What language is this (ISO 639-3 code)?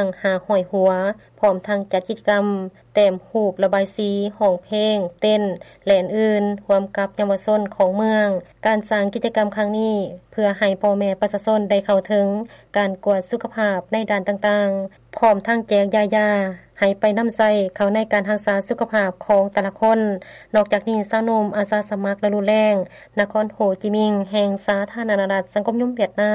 lao